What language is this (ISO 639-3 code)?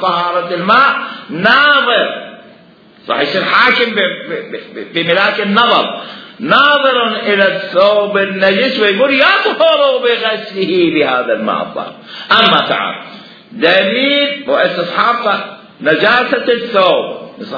acm